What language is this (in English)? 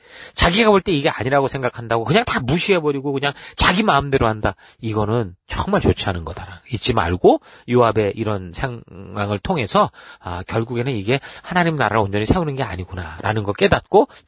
Korean